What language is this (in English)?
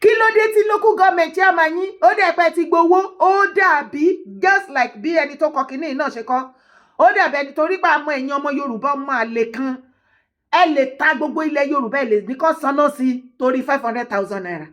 Yoruba